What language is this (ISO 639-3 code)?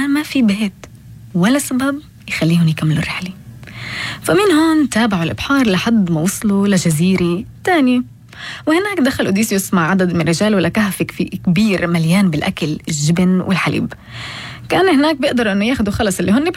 apc